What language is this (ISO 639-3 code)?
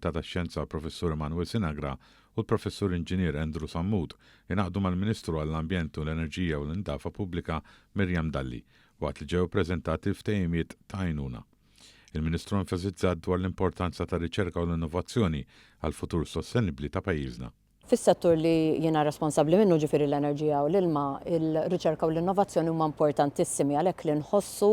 mlt